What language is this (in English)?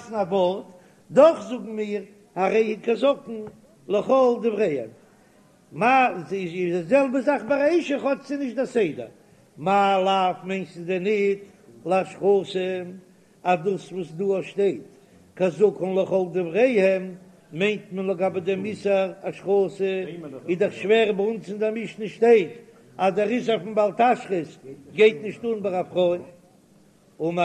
Yiddish